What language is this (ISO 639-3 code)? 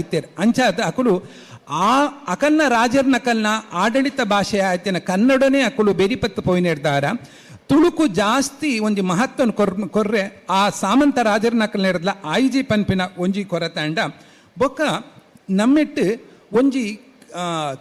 tcy